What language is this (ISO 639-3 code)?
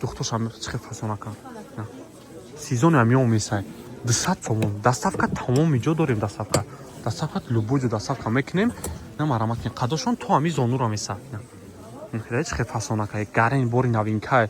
tgk